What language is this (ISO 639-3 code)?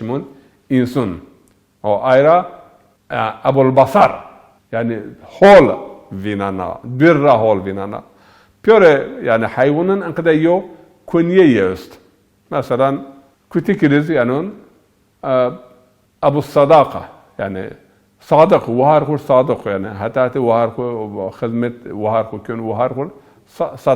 zza